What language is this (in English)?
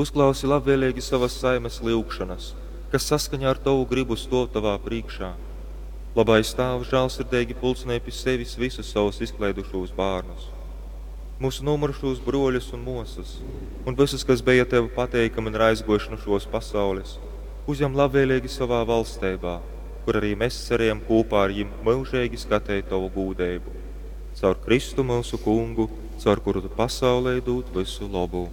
Latgalian